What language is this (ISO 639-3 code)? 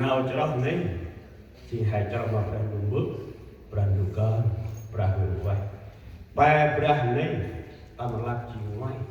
cmo